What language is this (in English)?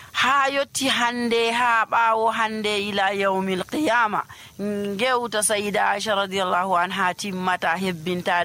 Nigerian Fulfulde